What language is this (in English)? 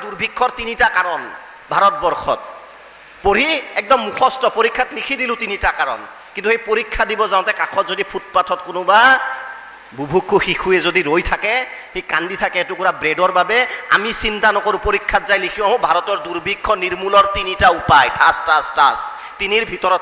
Assamese